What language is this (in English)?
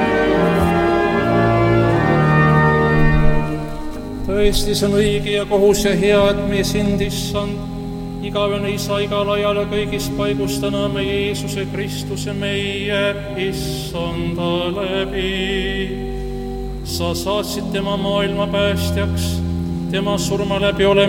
Estonian